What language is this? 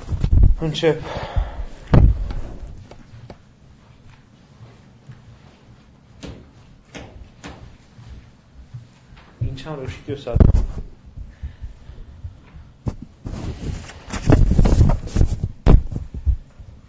Romanian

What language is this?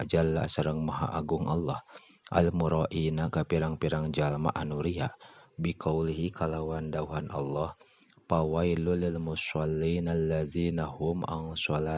Sundanese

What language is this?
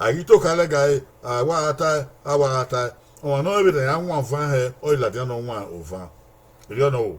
Bini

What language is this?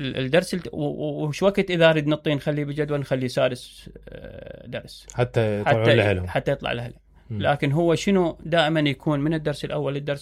Mesopotamian Arabic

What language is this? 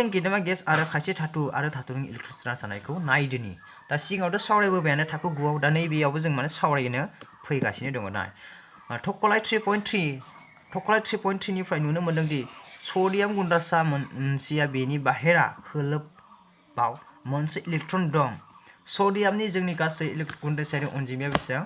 Bodo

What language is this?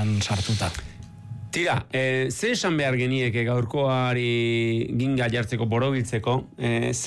Basque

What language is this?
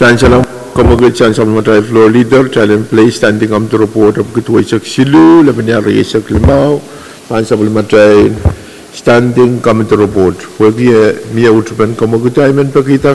Pohnpeian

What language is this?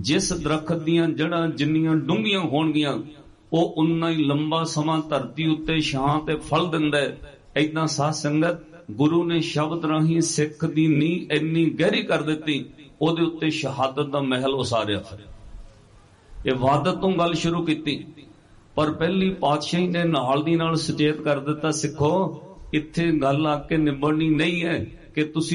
Punjabi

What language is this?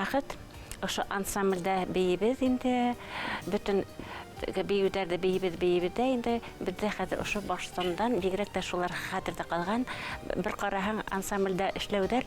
Bashkir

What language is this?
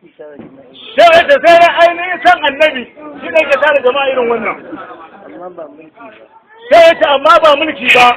Hausa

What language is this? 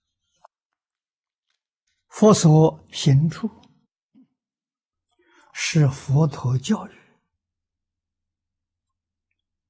Chinese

